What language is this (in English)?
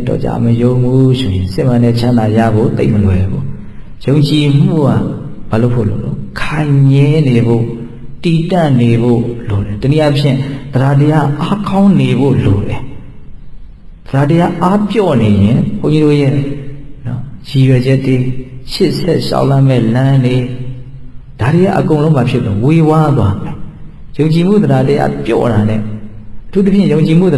Burmese